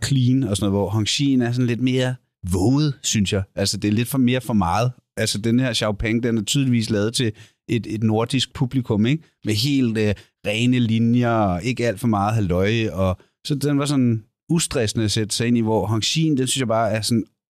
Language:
Danish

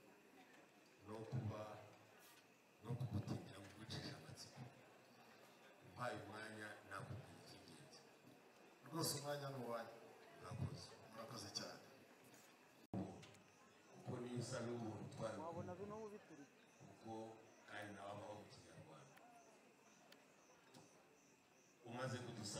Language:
Kinyarwanda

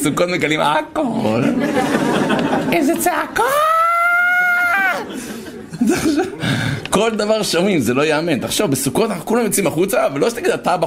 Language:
Hebrew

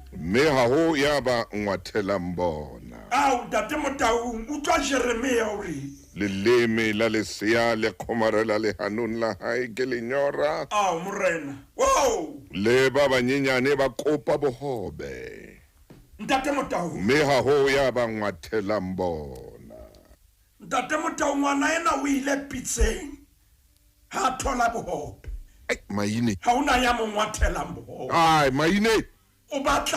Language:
Southern Sotho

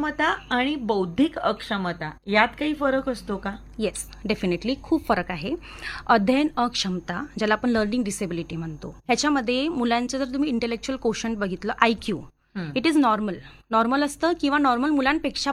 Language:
Marathi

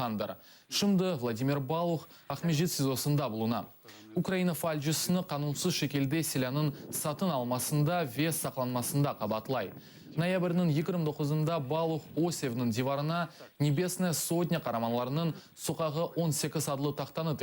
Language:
Crimean Tatar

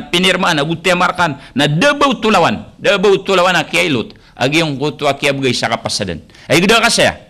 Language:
Maranao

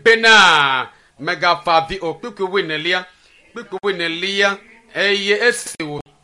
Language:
Ewe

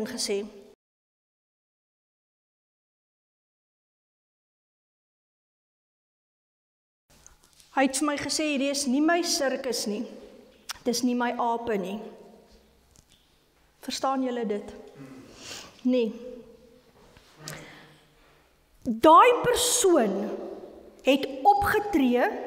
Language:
Afrikaans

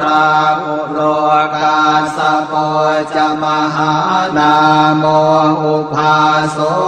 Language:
Pali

